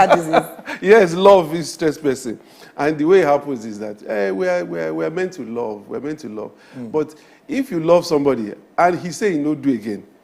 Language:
Nigerian Pidgin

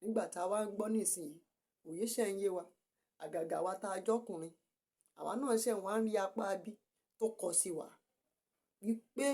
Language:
Yoruba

